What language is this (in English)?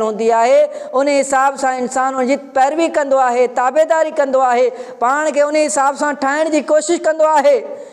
Sindhi